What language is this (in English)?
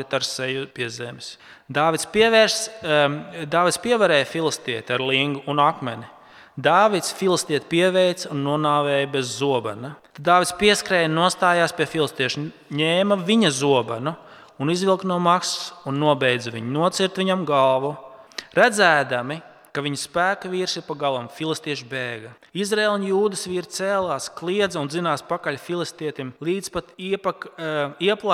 Latvian